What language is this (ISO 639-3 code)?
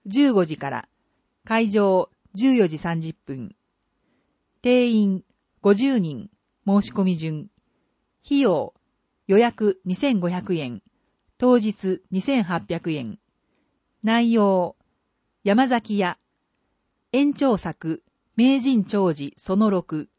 jpn